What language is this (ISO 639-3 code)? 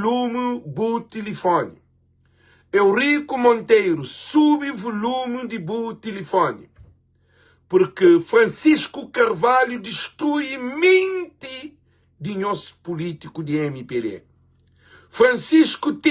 kea